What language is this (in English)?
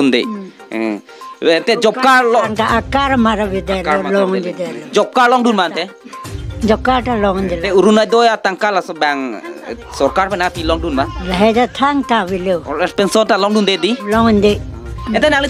Karbi